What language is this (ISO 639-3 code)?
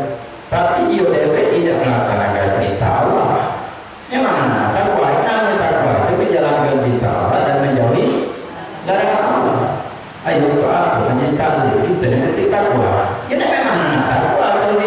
mui